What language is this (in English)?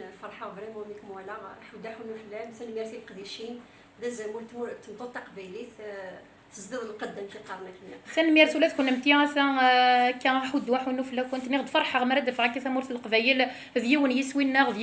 Kabyle